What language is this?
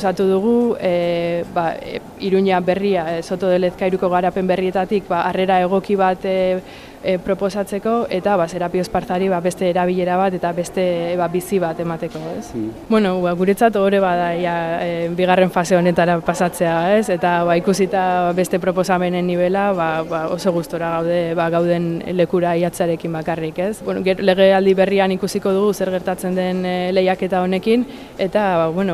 Basque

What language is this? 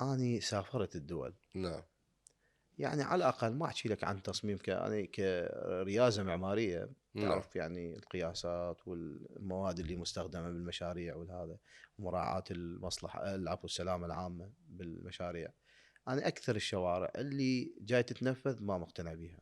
Mesopotamian Arabic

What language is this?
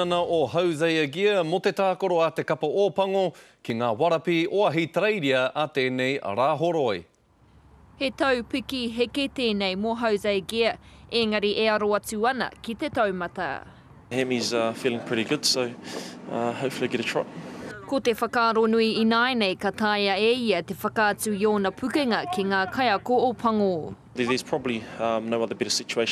Māori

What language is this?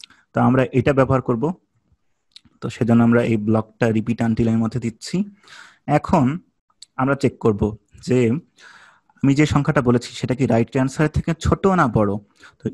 Bangla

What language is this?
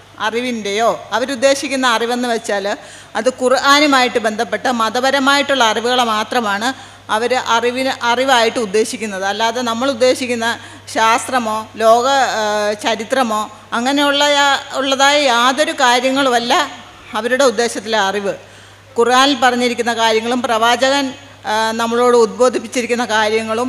Malayalam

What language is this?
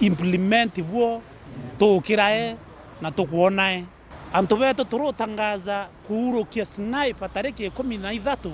Meru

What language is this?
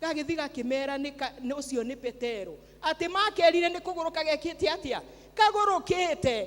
Kikuyu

